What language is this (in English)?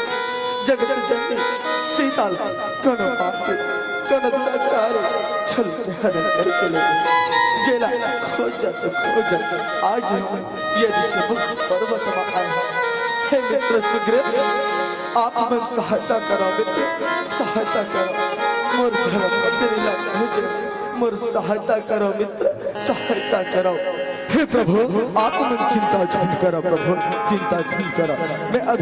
Chhattisgarhi